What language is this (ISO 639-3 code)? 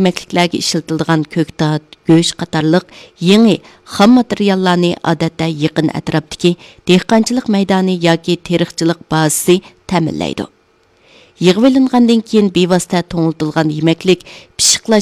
uig